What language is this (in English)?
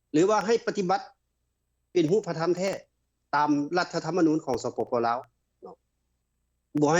Lao